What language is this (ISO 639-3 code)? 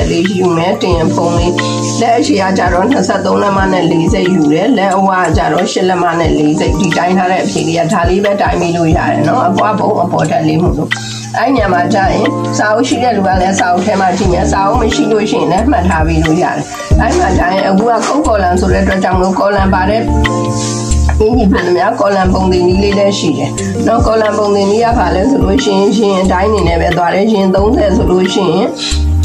mya